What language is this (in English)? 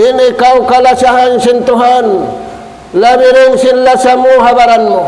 Tausug